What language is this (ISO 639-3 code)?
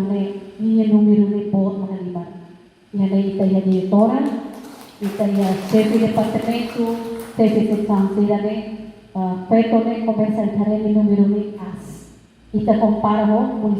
tet